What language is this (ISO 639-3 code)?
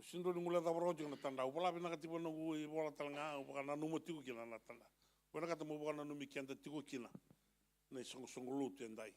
fij